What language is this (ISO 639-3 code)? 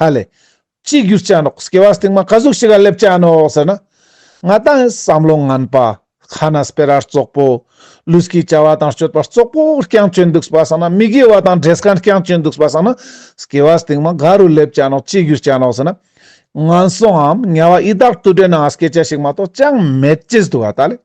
lbj